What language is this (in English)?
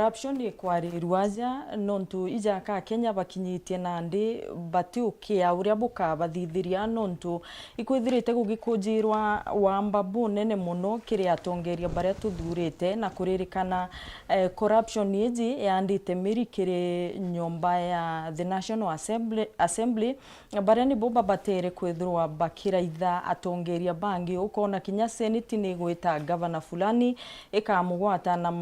Meru